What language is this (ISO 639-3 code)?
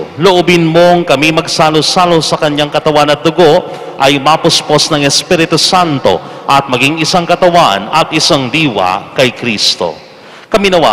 fil